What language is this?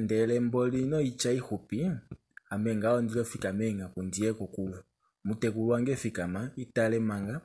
Kuanyama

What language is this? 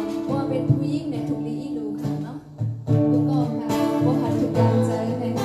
Shan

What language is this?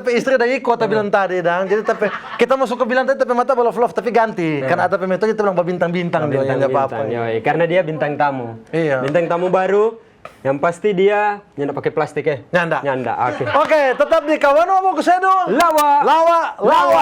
Manado Malay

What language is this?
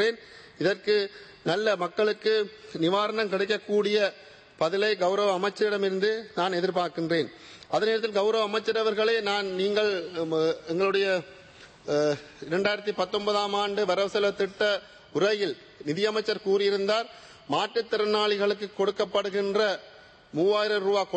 Tamil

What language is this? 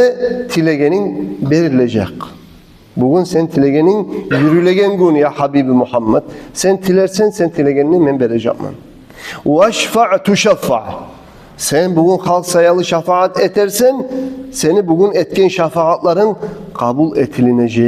Kumyk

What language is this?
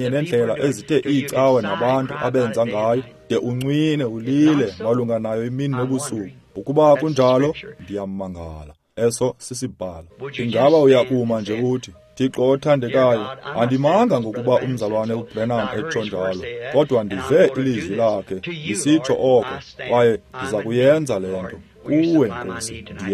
Xhosa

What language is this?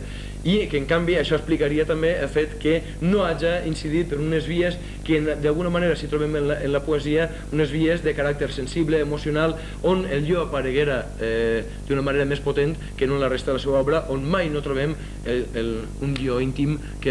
Catalan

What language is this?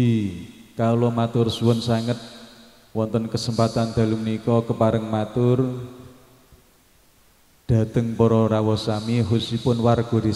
Javanese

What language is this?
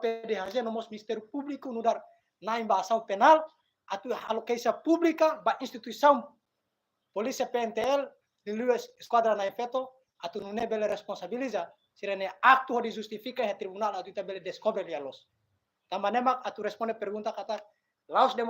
Tetum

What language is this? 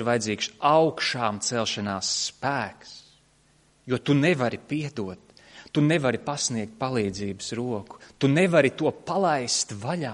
Latvian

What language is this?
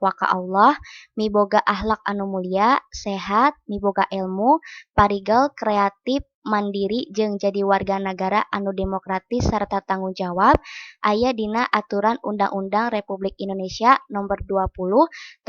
Sundanese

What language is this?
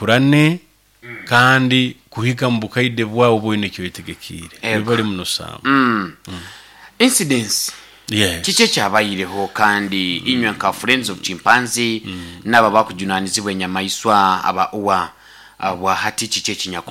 Nyoro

